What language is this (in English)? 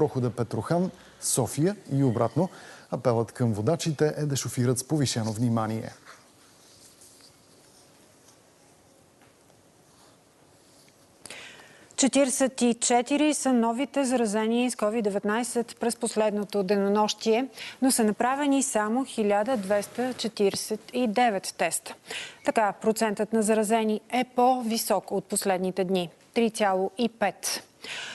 Bulgarian